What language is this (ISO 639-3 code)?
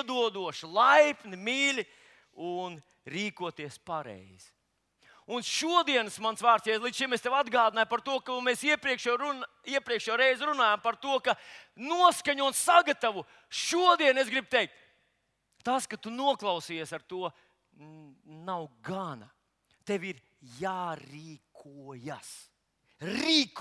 lav